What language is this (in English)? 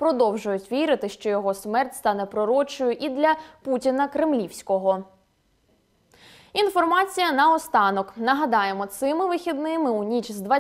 Ukrainian